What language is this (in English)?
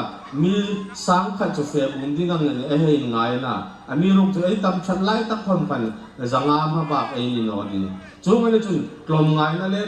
Hmar